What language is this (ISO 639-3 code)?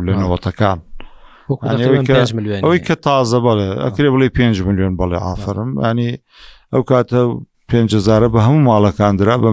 ckb